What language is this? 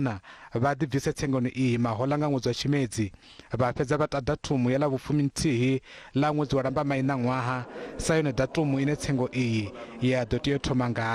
Venda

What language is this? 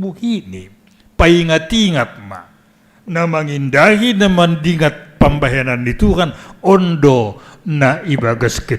Batak Simalungun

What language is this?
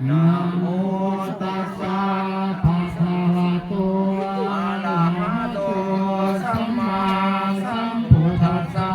Pali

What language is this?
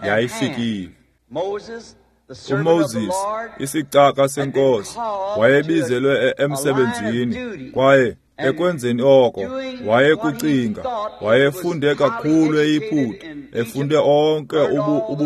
Xhosa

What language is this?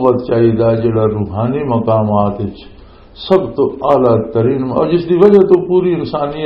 Western Panjabi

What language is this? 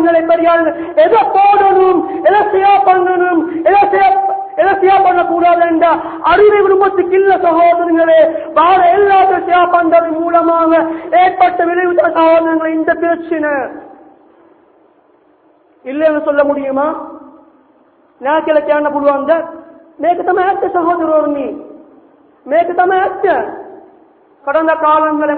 Tamil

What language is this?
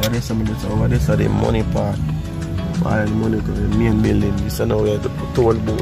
Jamaican Creole English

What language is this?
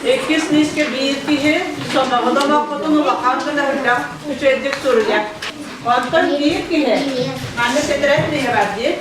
Yakut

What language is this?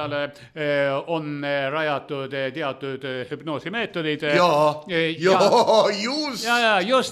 Estonian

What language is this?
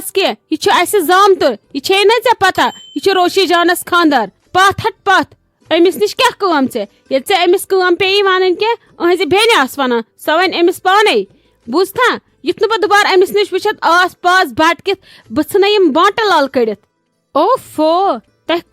Kashmiri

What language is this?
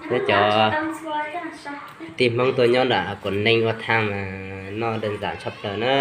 Hmong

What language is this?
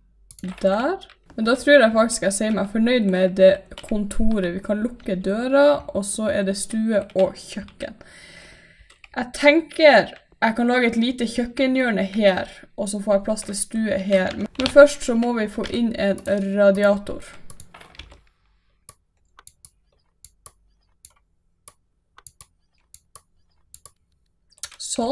Norwegian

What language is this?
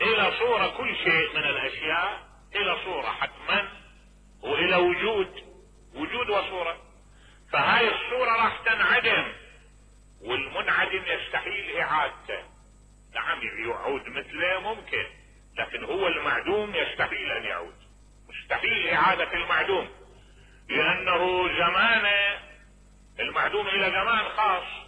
Mesopotamian Arabic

